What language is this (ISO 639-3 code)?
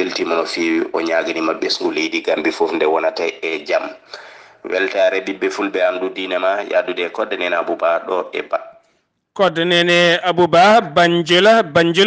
ful